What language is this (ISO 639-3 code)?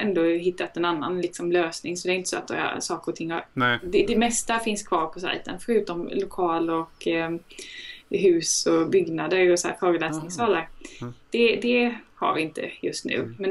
swe